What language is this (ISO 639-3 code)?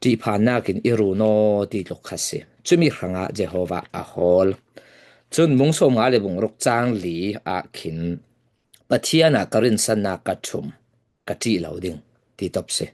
cfm